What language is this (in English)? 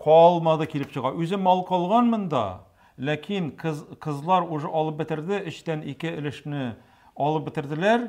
Tatar